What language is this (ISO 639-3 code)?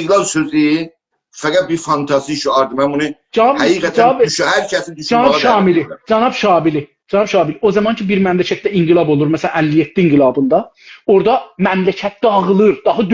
azb